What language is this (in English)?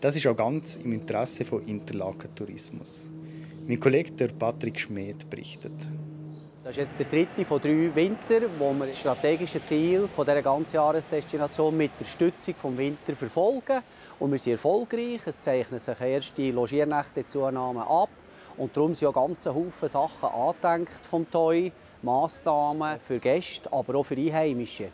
Swiss German